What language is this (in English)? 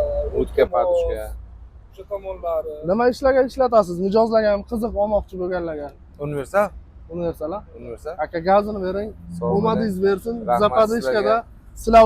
Uzbek